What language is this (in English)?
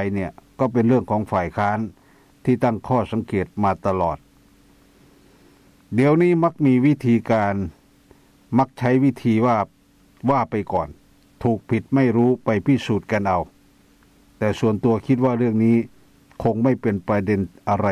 Thai